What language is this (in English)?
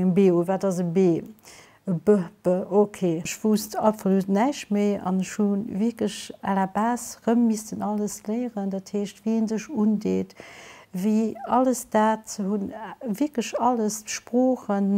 Luxembourgish